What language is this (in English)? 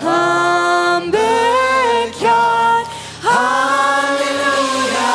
Plautdietsch